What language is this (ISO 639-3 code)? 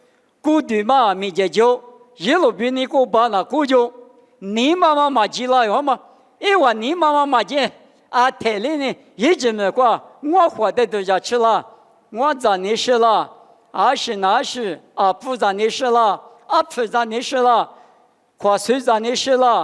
lis